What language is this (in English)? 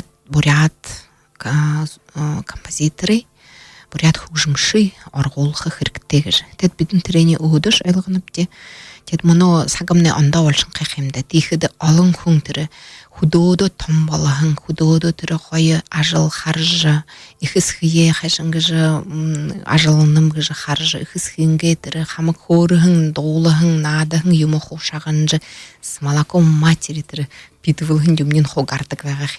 Buriat